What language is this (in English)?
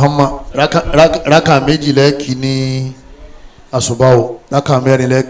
Yoruba